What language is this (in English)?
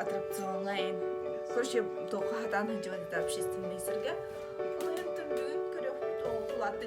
Yakut